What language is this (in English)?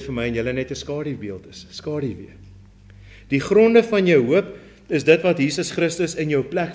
Afrikaans